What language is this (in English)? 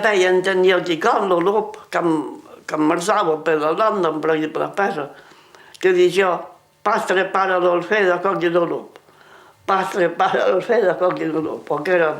Occitan